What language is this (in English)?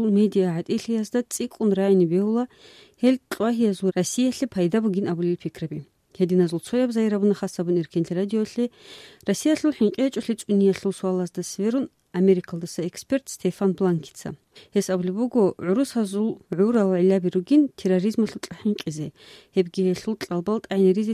Avaric